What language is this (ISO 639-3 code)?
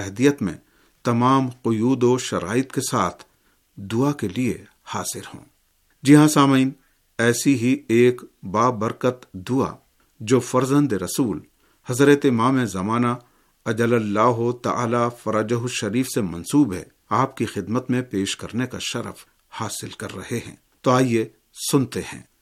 urd